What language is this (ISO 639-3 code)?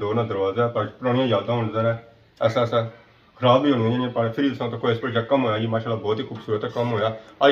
phr